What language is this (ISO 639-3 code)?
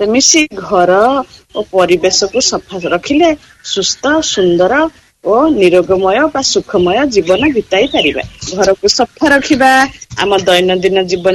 ori